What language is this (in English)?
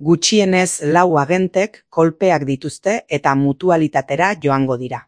Basque